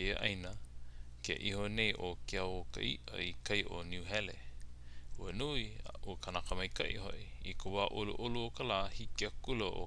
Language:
Hawaiian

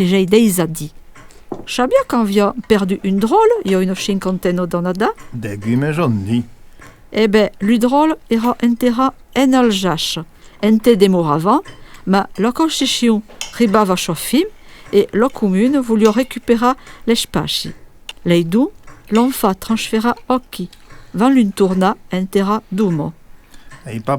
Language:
Occitan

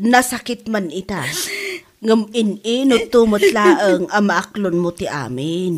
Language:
Iloko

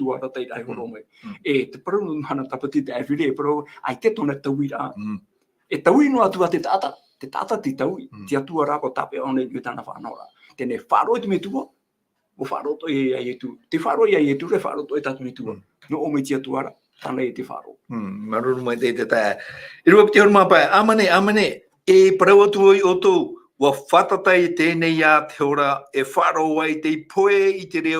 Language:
Tahitian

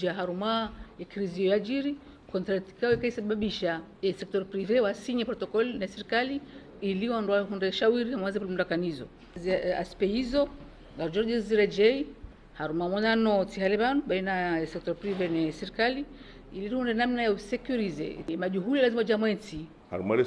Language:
Ngazidja Comorian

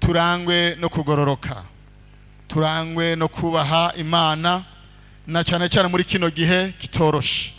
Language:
Rundi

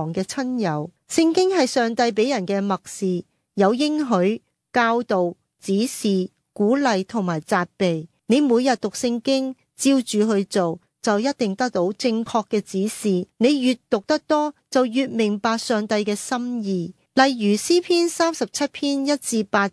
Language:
Cantonese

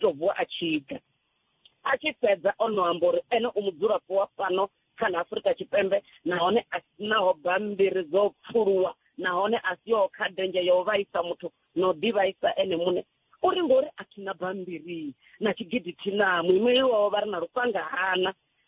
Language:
Venda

